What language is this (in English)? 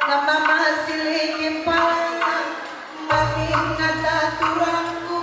Batak Karo